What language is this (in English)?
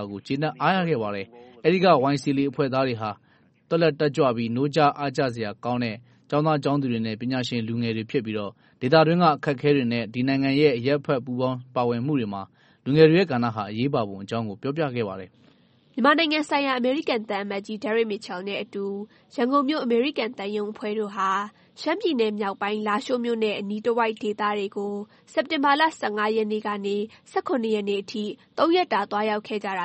Burmese